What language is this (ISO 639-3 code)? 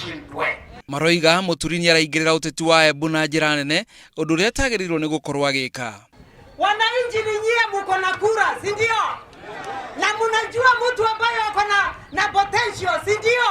kik